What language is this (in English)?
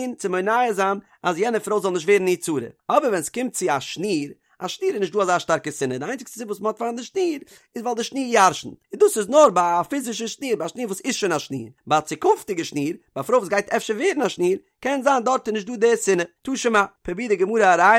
Yiddish